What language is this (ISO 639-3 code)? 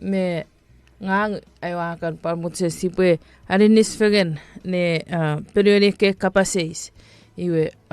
chk